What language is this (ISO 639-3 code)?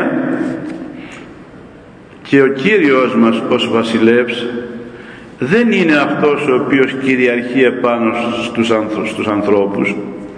ell